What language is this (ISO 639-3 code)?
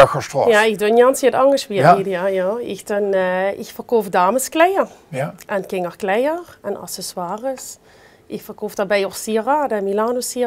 lim